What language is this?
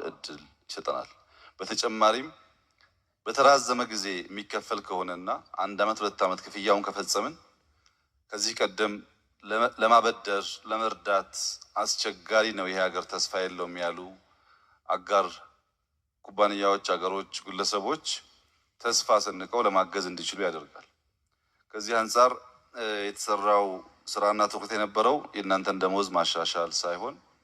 Amharic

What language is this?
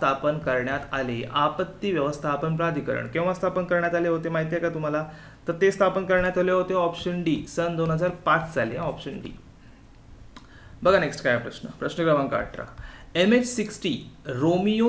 Marathi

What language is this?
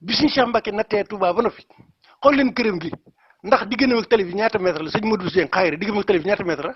Wolof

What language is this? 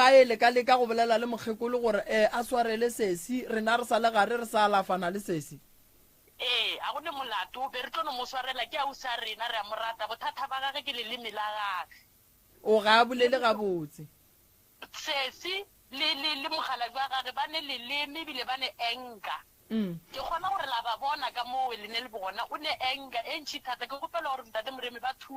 Northern Sotho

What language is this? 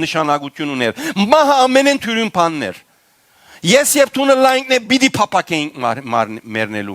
Western Armenian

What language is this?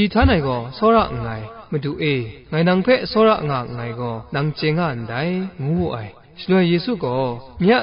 Kachin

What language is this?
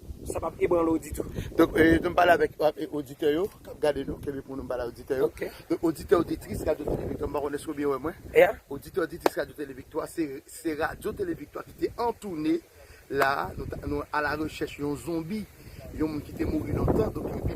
Haitian Creole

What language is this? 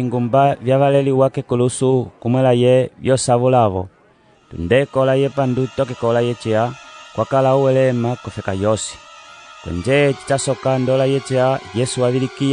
Umbundu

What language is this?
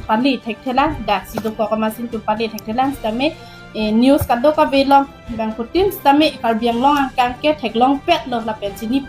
Karbi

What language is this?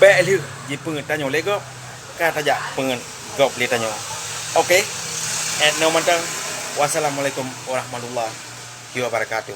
Achinese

